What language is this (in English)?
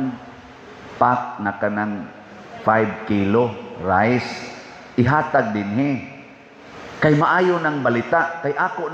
Cebuano